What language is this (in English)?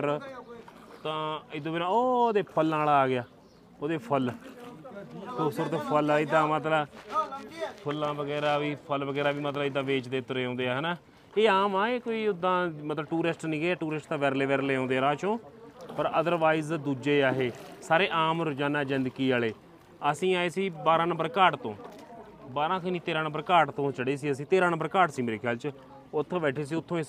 Punjabi